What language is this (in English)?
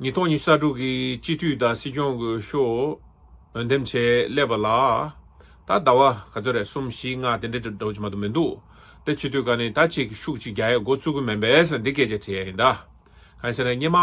Tibetan